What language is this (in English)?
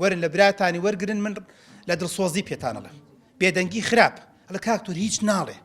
Central Kurdish